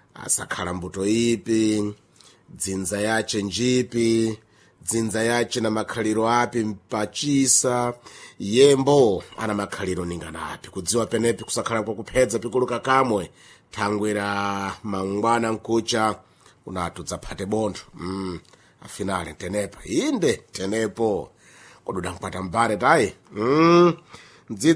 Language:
Sena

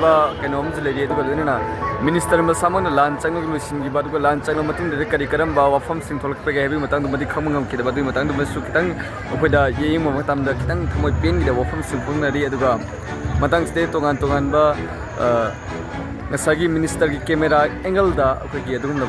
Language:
Manipuri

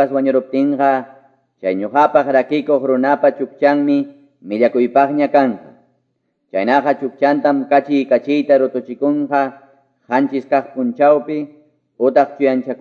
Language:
Quechua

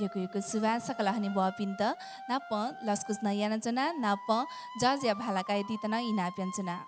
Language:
Newari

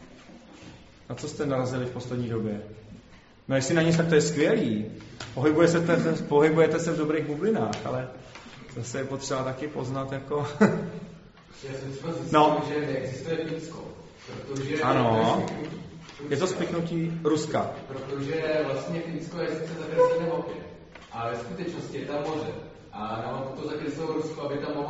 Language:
Czech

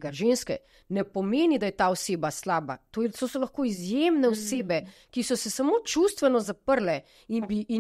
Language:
Slovenian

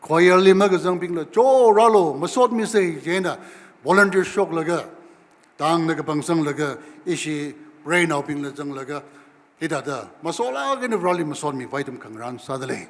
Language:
Tangkhul Naga (India)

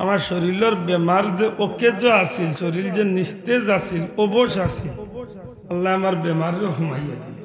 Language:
Sylheti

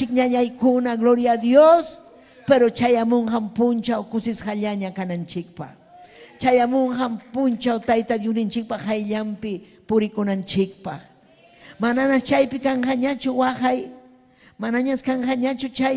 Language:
Ayacucho Quechua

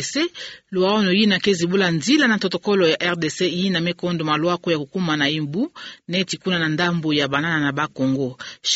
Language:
Kituba (Democratic Republic of Congo)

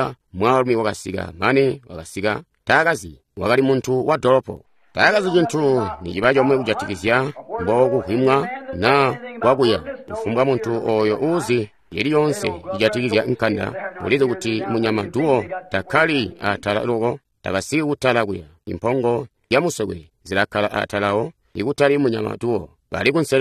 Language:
Tonga (Zambia)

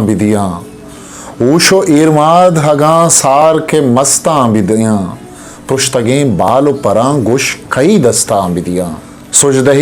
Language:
Eastern Balochi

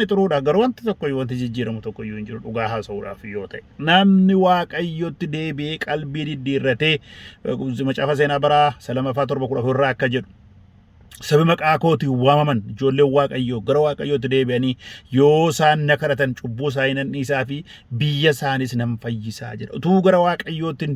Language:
Oromo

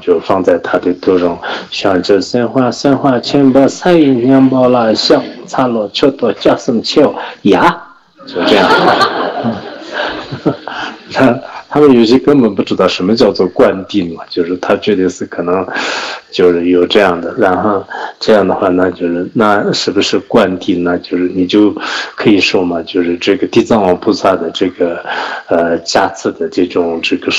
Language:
Chinese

